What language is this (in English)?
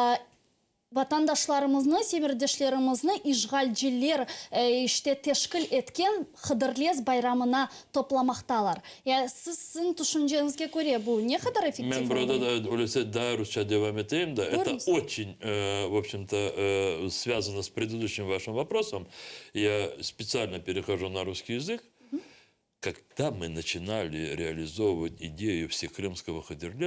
Crimean Tatar